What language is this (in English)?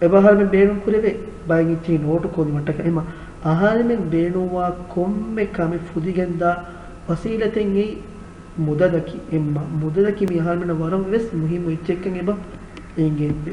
Divehi